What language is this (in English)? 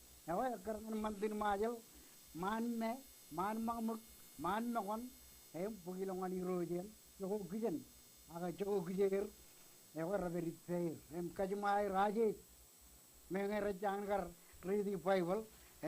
Marshallese